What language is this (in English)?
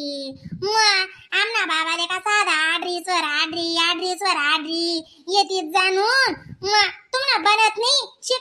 Khandesi